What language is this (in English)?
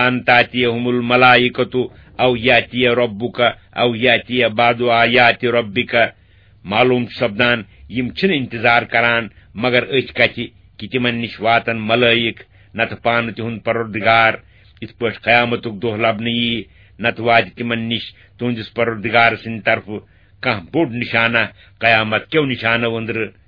Kashmiri